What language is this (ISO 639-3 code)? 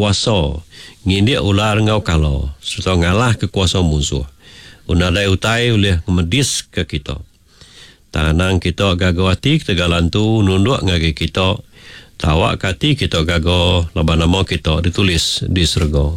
iba